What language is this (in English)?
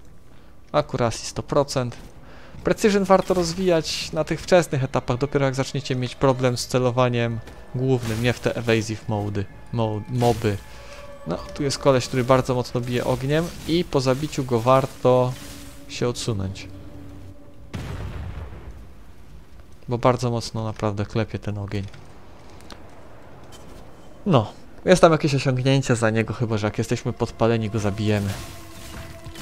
Polish